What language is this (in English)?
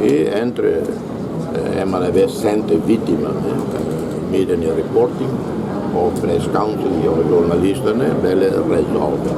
Tetum